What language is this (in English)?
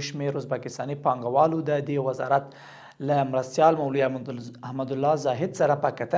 Pashto